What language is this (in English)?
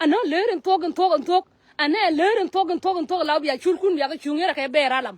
Nuer